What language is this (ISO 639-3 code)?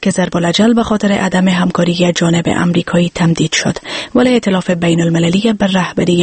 fas